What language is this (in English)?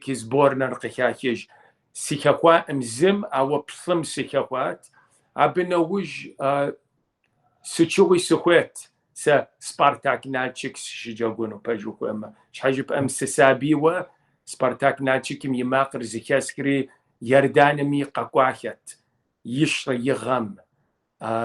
Kabardian